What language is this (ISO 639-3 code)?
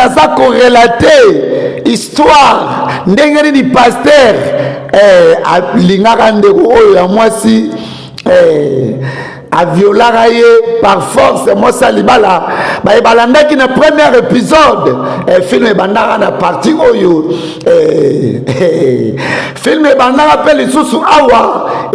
lin